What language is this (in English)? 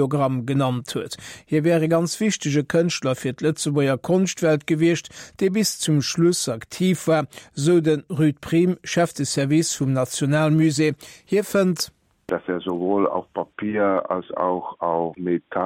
Luxembourgish